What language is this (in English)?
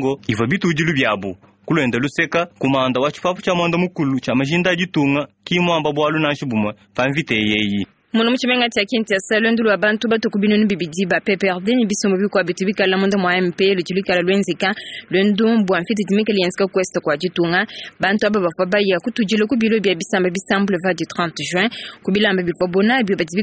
Luba-Lulua